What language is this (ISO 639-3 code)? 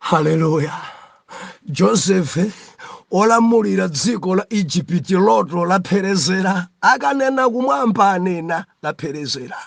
nya